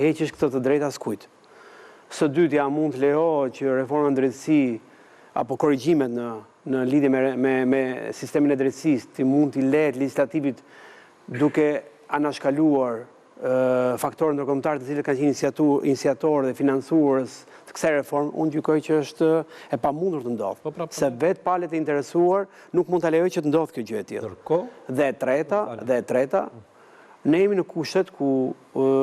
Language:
Albanian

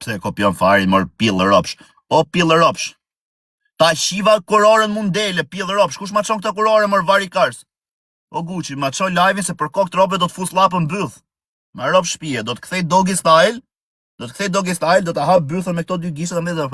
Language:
Albanian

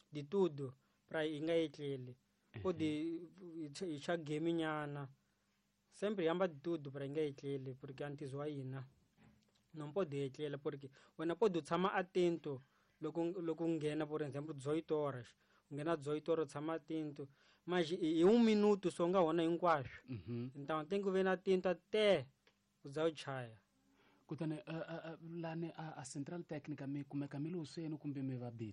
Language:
Tsonga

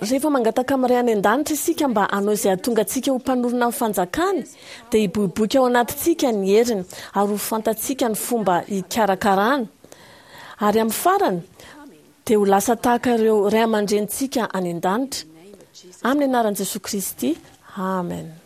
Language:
Malagasy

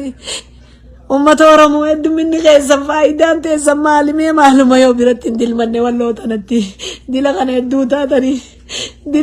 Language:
Oromo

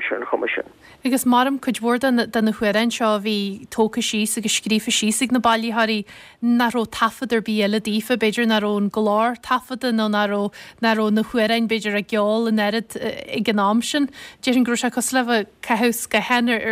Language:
Irish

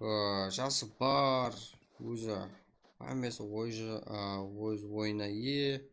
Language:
Kara-Kalpak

